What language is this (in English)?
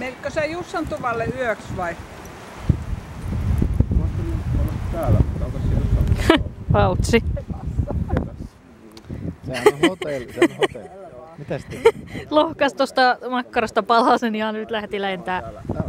Finnish